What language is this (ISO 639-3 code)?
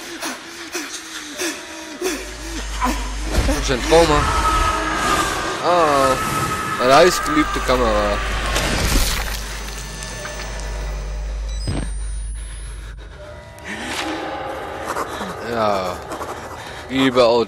deu